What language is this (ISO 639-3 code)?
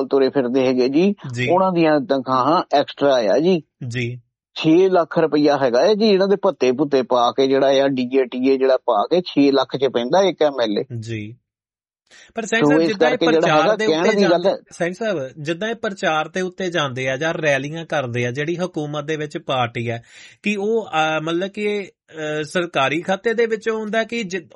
pan